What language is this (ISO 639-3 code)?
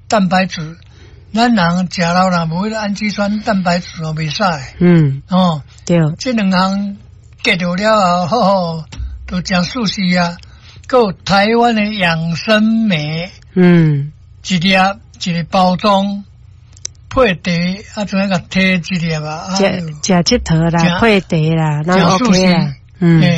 nan